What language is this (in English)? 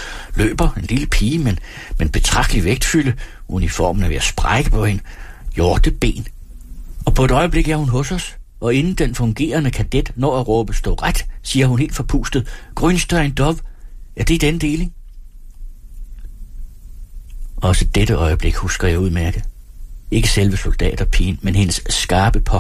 Danish